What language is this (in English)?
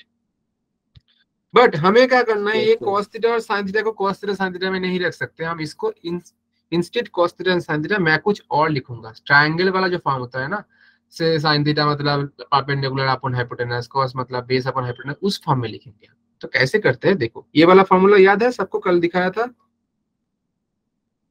Hindi